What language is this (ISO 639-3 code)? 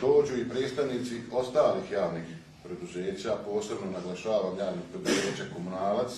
bos